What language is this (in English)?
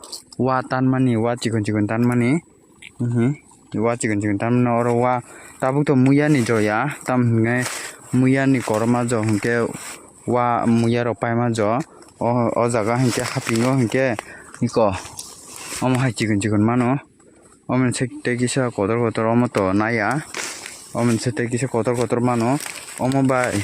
Kok Borok